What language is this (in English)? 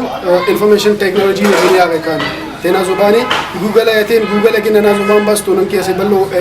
Brahui